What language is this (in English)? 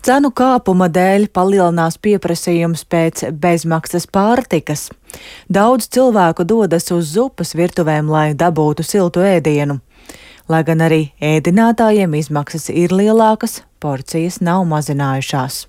Latvian